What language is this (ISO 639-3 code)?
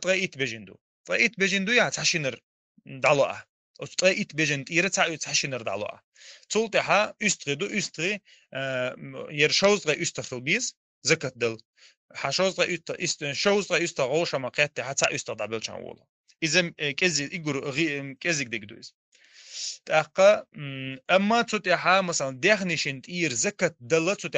che